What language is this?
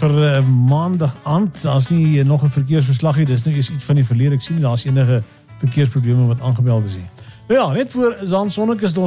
Afrikaans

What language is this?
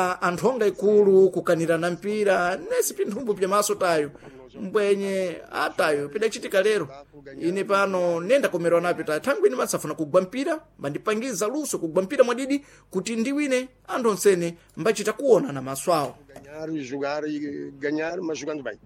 Sena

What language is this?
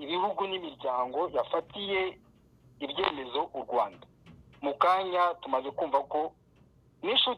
Kinyarwanda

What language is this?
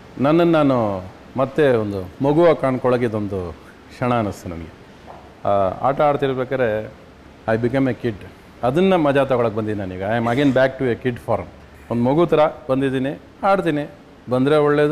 Kannada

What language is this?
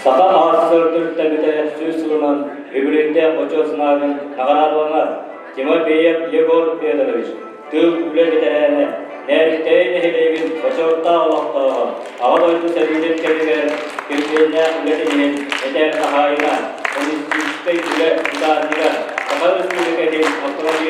Yakut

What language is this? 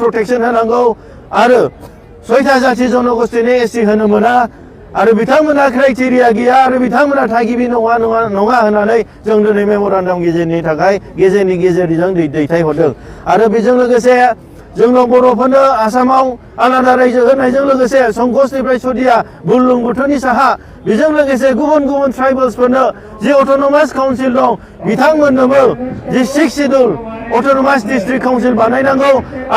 Bodo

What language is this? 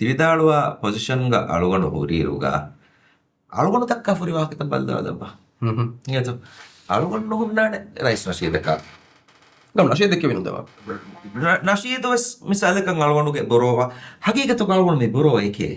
Divehi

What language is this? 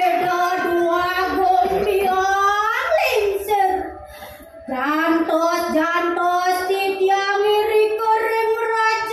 Balinese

